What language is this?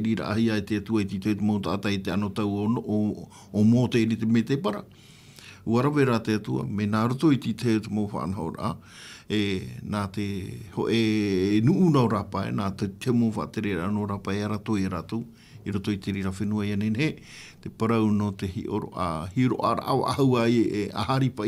Tahitian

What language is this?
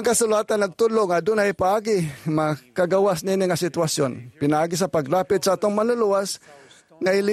Cebuano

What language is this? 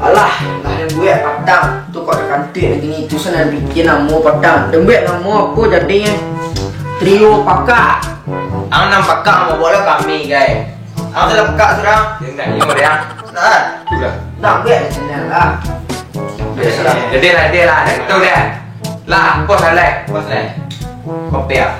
Minangkabau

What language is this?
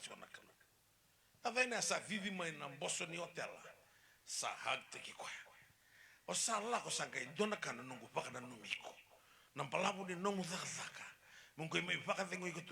Fijian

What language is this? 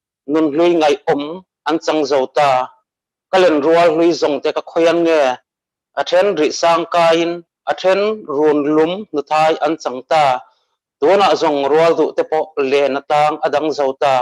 Mizo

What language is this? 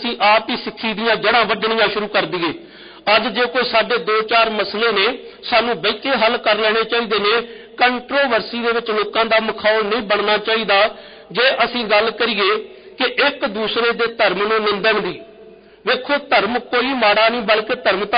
Punjabi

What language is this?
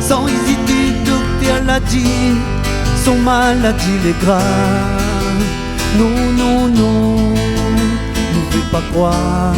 Réunion Creole French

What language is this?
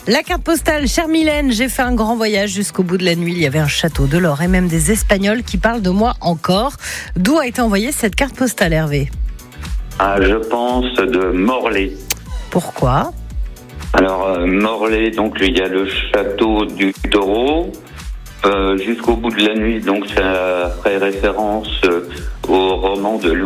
French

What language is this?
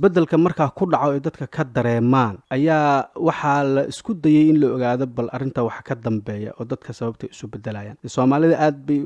Somali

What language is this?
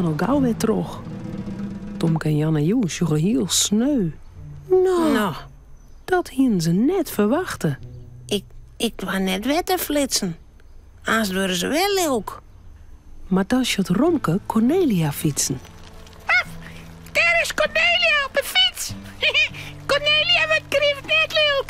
Western Frisian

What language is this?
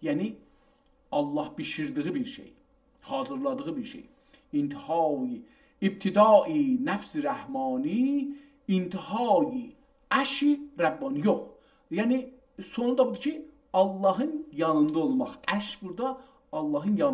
South Azerbaijani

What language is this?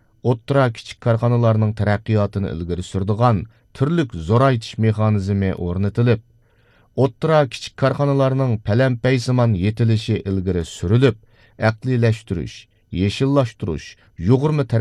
Uyghur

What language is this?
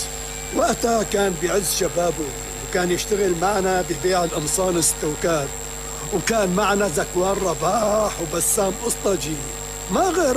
North Levantine Arabic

